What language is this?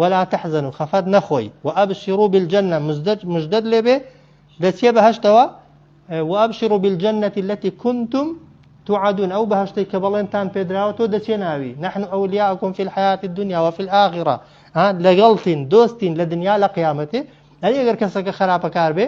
Central Kurdish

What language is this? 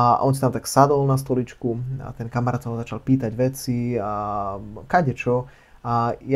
Slovak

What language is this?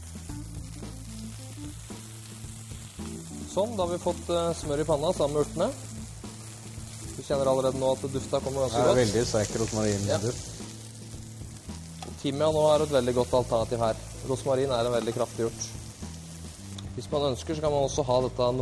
Norwegian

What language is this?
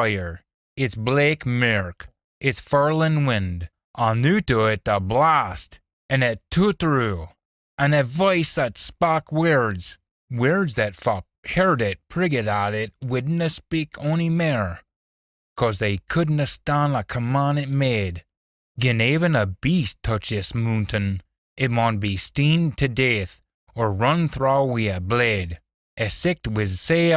Scots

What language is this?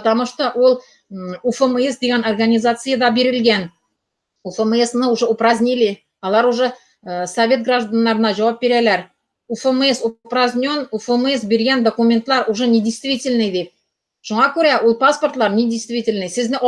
Tatar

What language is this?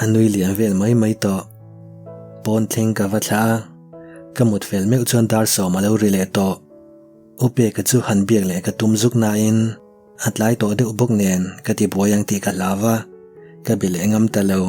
Mizo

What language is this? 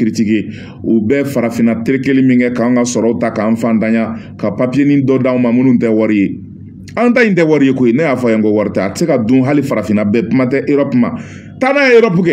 Bambara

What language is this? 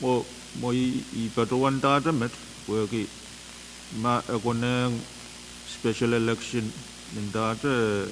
Pohnpeian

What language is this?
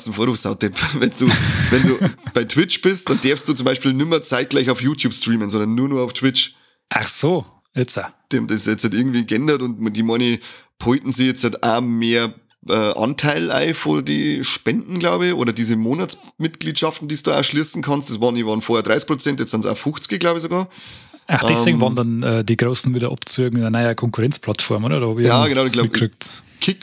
Bavarian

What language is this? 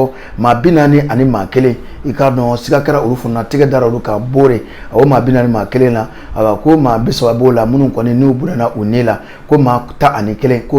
Bambara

